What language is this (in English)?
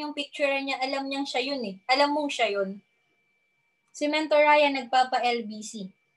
Filipino